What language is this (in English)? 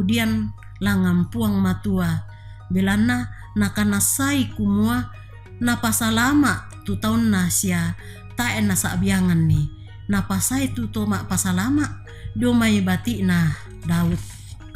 Toraja-Sa'dan